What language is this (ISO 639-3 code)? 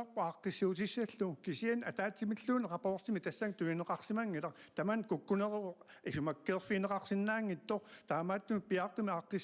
kal